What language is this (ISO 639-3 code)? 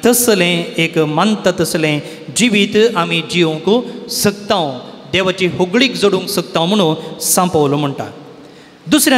kok